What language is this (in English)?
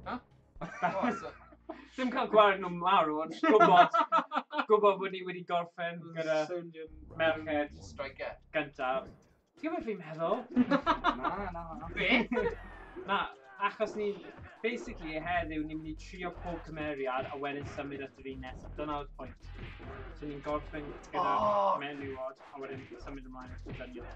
Welsh